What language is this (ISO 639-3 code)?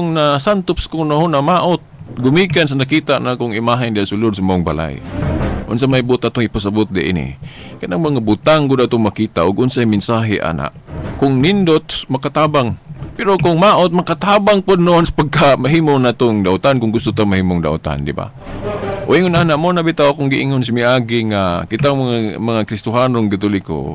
ceb